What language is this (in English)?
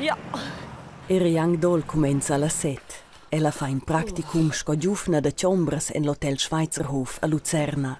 Romansh